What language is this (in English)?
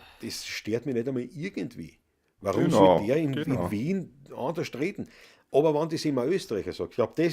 Bavarian